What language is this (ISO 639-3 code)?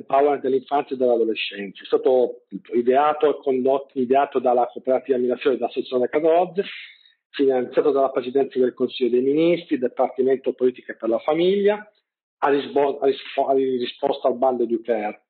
ita